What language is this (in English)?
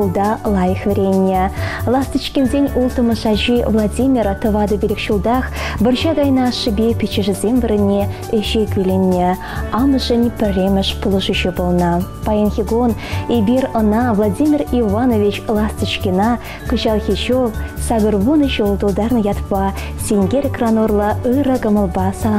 Chuvash